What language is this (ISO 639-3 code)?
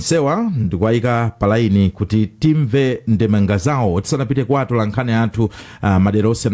nya